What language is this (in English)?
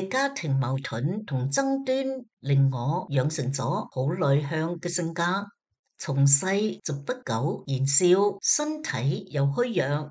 Cantonese